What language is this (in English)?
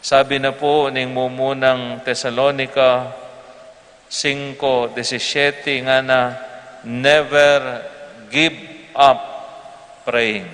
Pampanga